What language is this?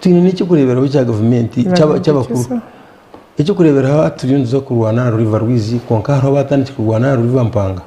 Nyankole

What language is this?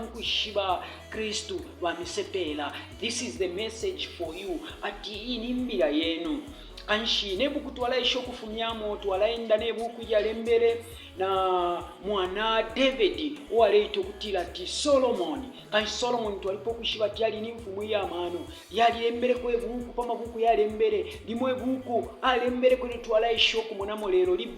Bemba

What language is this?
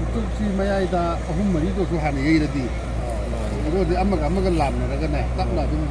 Manipuri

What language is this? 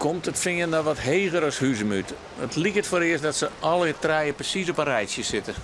Western Frisian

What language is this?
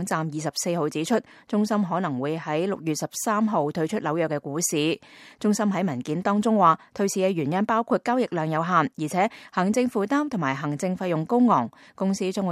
Cantonese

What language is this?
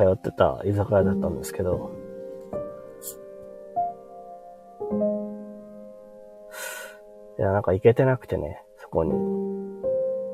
Japanese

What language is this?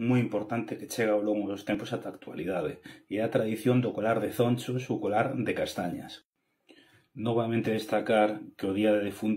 Galician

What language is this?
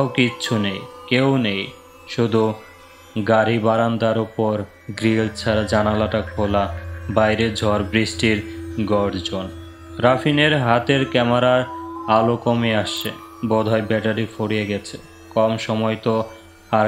Bangla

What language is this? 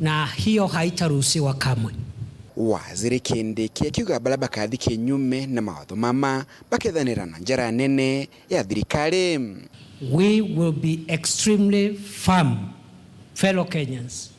Meru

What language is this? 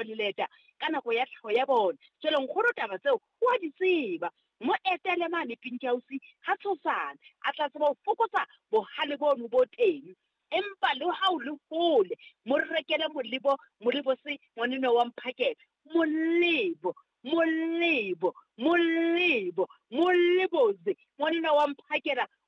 Southern Sotho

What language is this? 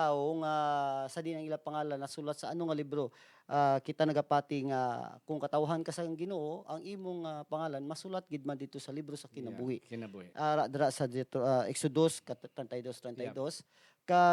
Hiligaynon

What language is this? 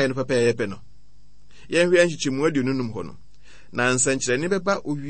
Akan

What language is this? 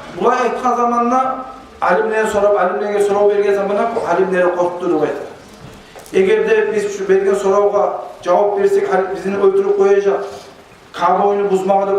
Kumyk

